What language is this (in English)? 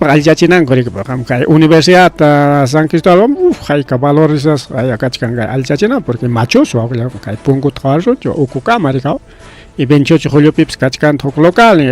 Ayacucho Quechua